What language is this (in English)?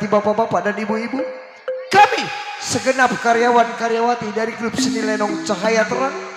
Betawi